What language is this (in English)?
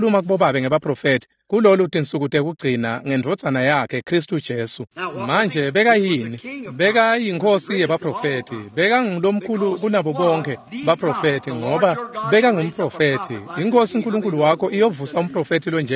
Swati